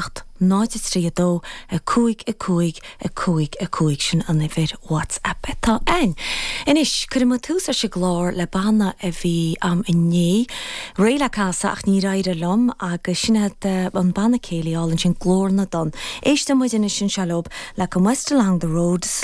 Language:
Irish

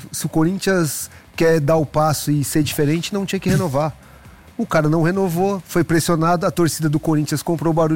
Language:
Portuguese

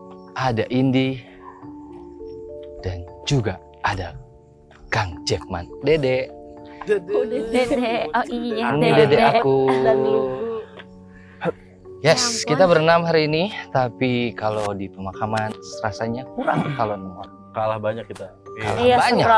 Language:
Indonesian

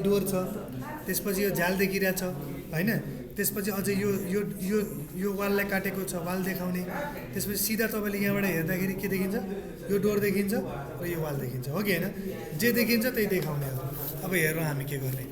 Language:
Nepali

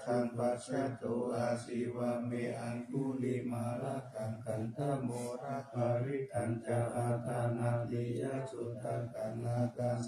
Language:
Pali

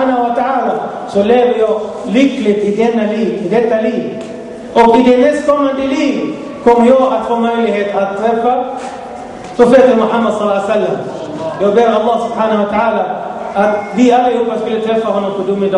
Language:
Swedish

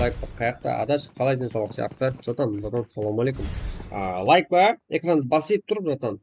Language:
Kara-Kalpak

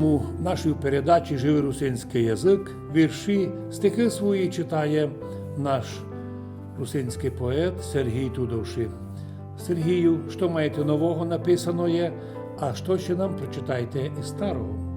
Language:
Rusyn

